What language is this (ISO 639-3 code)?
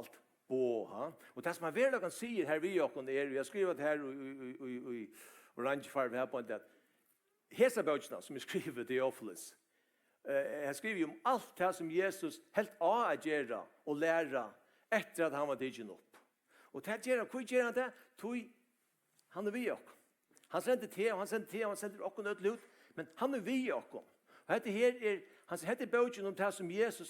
fao